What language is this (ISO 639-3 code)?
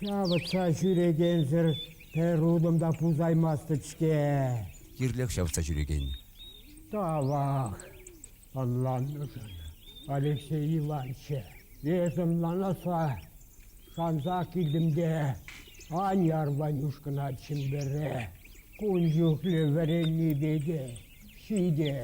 chv